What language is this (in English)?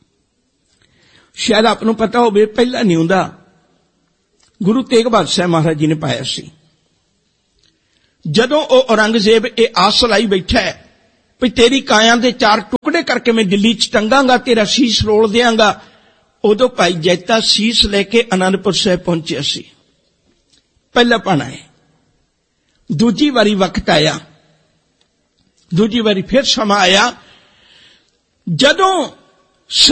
Punjabi